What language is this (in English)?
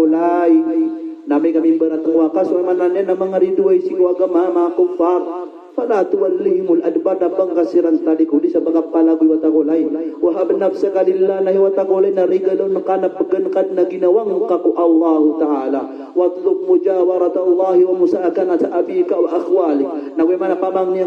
Maranao